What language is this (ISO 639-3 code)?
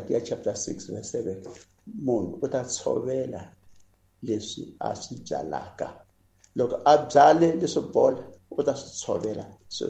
tso